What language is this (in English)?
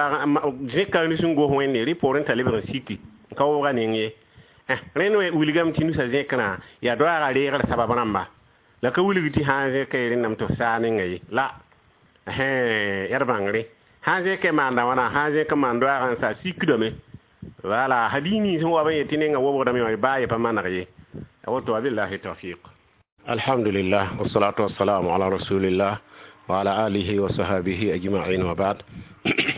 Mossi